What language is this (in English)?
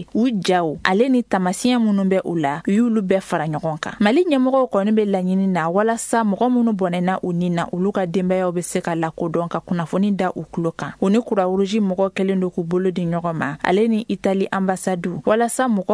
Bambara